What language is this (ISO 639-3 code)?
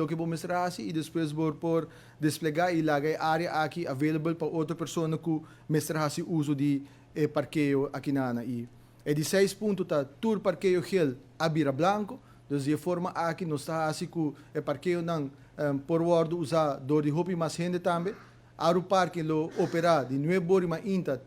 pap